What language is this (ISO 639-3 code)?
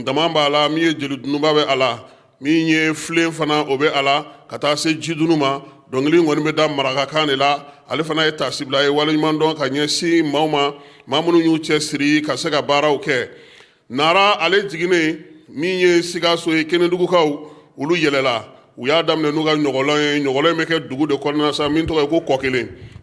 bam